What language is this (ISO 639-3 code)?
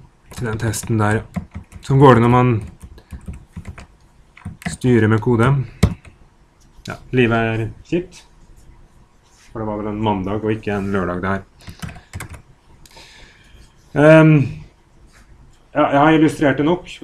nor